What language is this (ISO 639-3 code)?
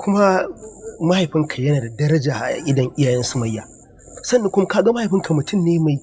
hau